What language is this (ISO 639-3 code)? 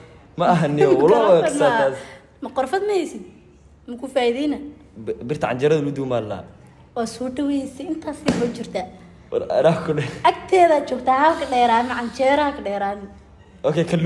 som